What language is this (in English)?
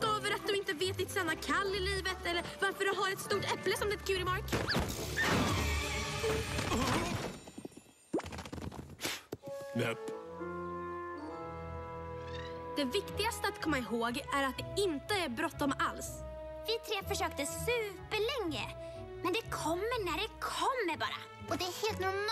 Swedish